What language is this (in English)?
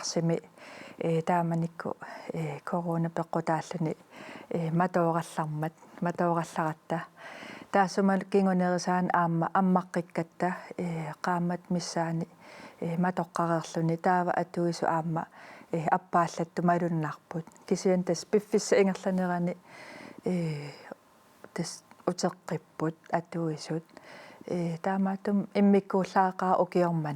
Kalaallisut